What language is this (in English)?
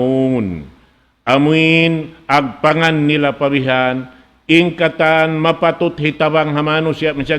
Tausug